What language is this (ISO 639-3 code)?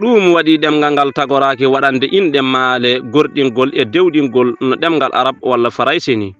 ful